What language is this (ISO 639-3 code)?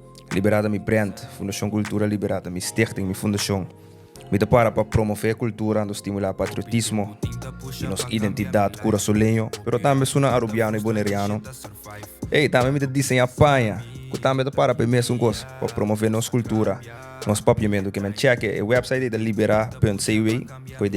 pap